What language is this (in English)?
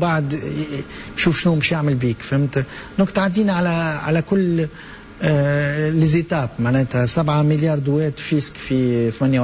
Tunisian Arabic